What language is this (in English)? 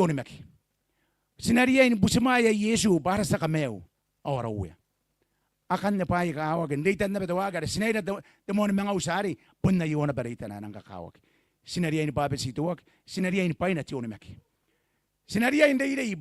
Gilbertese